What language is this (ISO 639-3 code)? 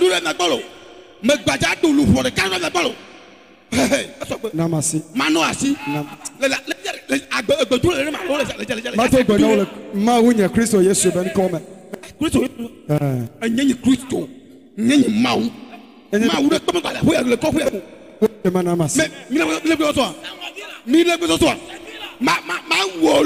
ewe